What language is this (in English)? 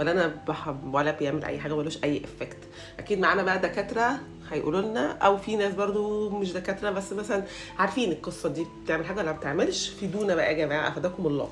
Egyptian Arabic